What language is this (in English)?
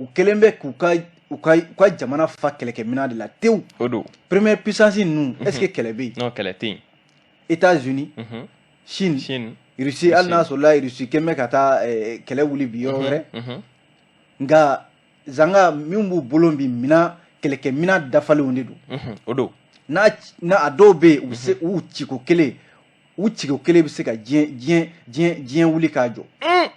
Bambara